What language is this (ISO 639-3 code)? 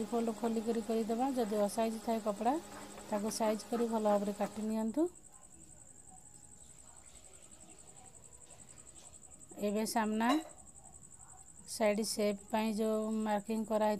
ori